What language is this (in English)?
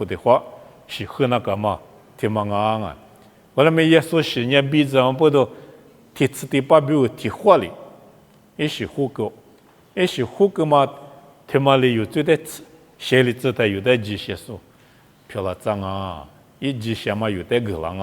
Lisu